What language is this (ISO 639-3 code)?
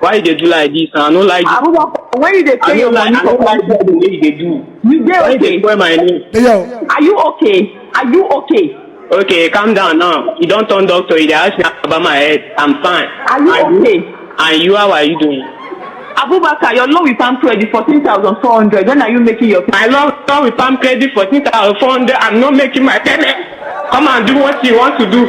pcm